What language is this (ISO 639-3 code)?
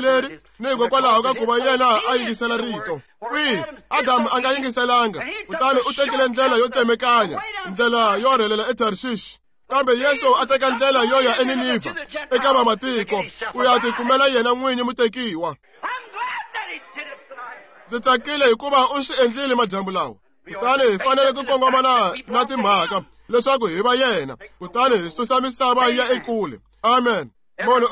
tso